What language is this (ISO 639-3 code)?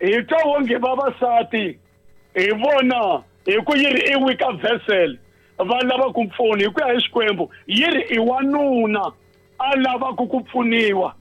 tso